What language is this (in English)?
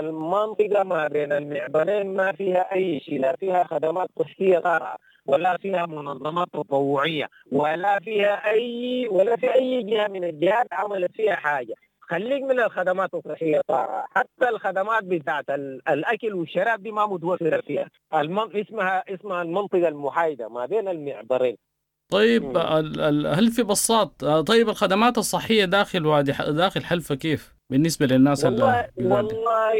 Sudanese Arabic